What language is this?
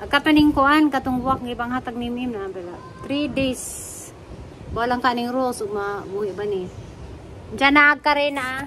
Cebuano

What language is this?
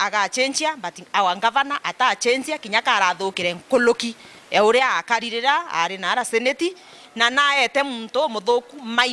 Meru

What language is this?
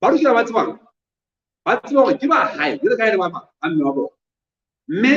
Southern Sotho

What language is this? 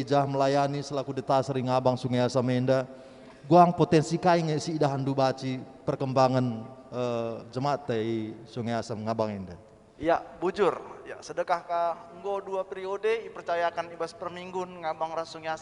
Batak Karo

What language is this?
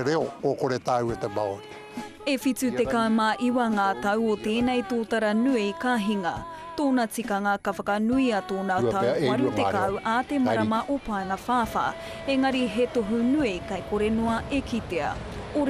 Māori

